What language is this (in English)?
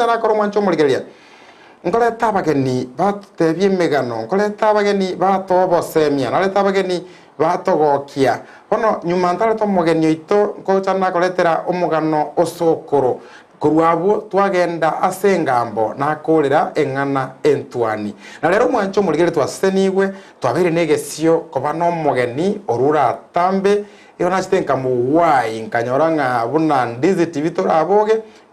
Gusii